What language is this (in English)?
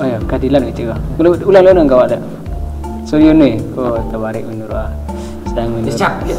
Minangkabau